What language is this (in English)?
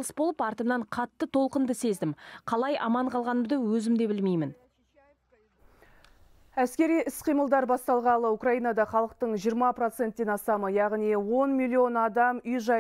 Kazakh